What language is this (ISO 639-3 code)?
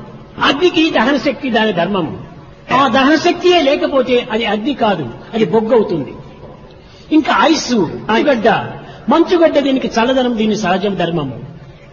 tel